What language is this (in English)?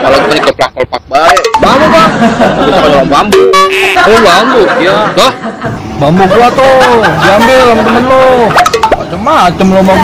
Betawi